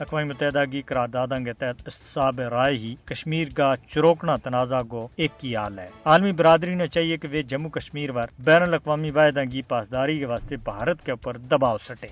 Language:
Gujari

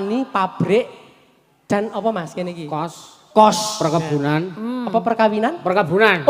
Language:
Javanese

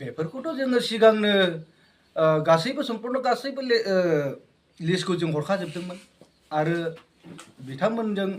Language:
Bodo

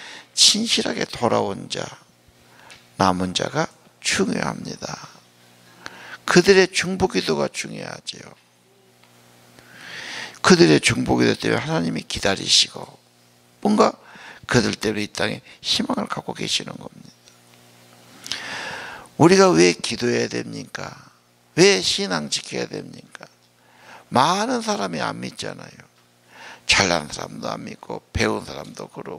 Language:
Korean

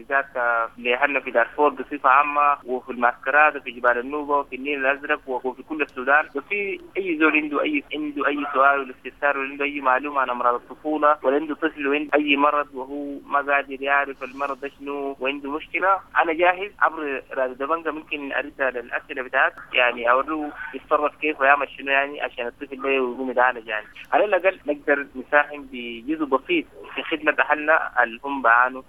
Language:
Sudanese Arabic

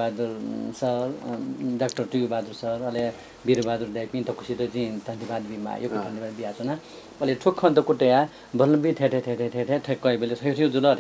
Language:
Newari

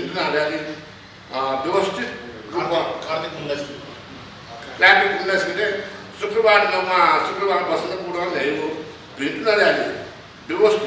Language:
Newari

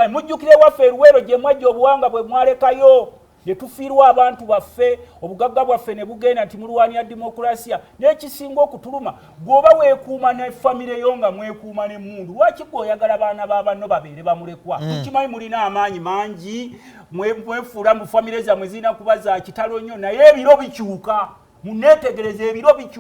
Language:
Ganda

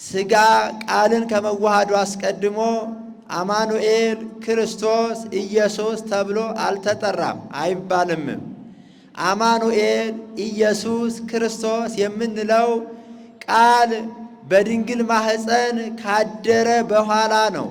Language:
Amharic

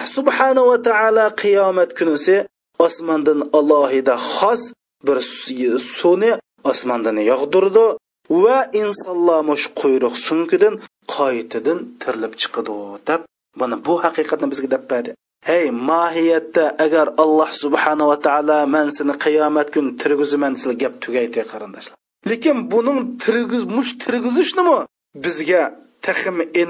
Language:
Uyghur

